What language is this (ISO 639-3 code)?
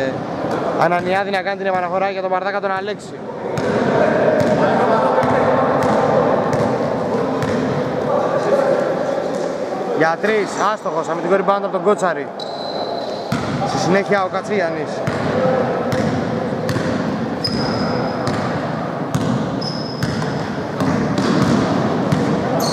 ell